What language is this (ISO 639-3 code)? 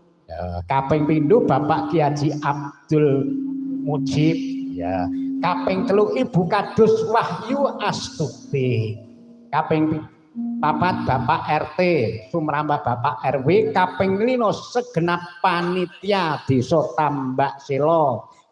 jav